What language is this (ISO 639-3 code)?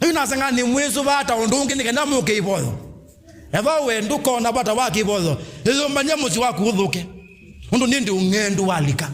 kam